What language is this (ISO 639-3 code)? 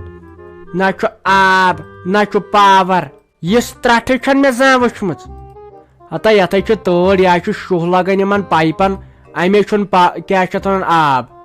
kas